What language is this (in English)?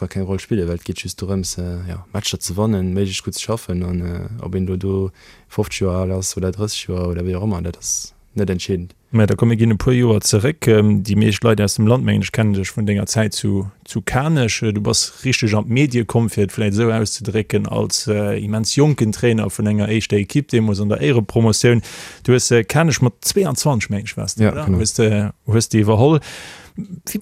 Luxembourgish